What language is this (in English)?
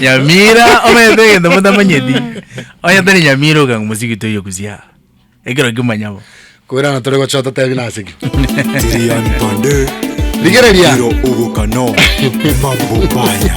Gusii